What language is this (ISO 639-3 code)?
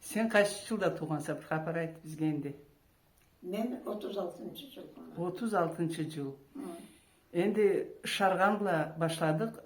krc